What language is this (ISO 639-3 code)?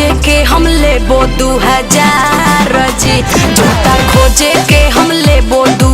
mag